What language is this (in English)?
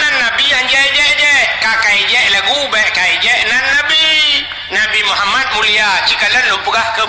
Achinese